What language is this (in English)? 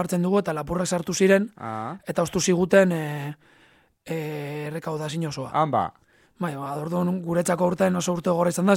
Basque